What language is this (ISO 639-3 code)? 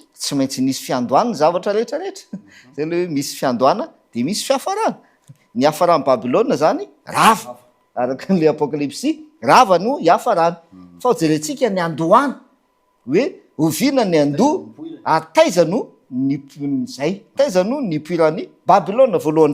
mlg